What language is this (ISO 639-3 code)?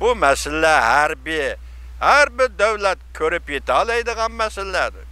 uig